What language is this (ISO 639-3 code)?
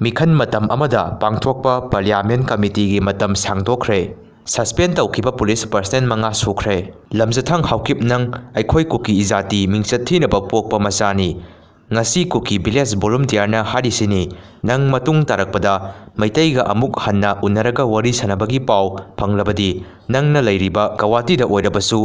mni